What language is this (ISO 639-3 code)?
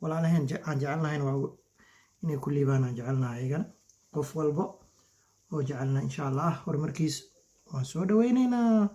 som